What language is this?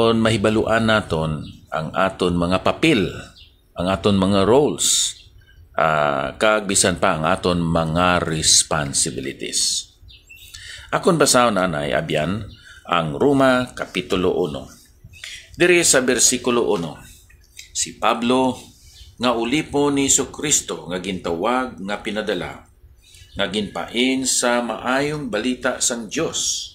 Hiligaynon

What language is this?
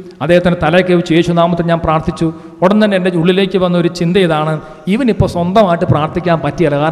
Malayalam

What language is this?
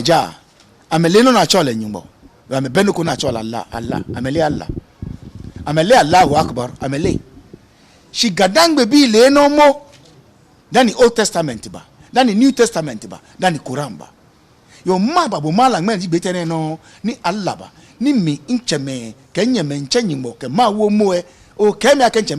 Ga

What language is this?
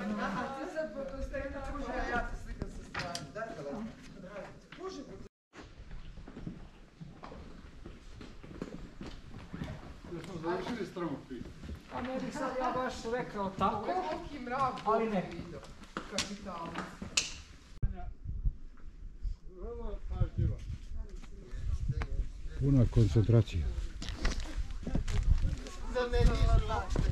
Croatian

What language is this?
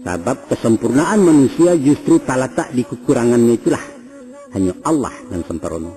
Minangkabau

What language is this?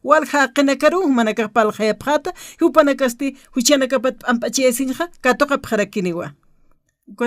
Aymara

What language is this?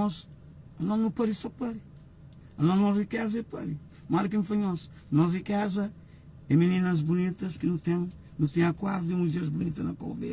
Kabuverdianu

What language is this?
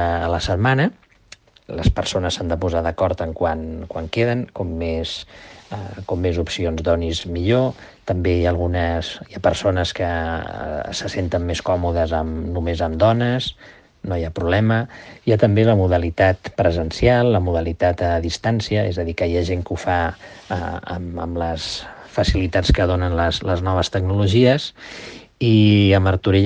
Catalan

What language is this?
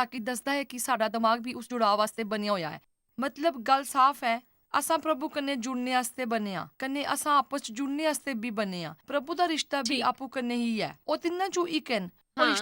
Dogri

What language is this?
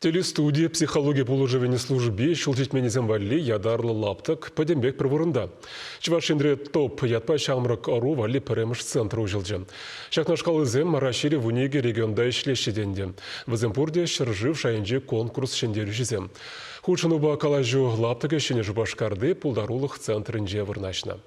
Chuvash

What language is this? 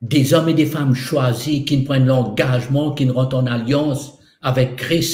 Morisyen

